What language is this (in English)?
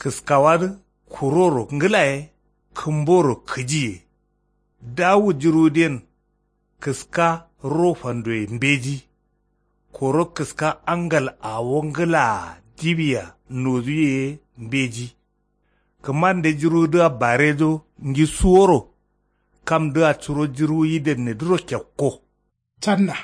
Kanuri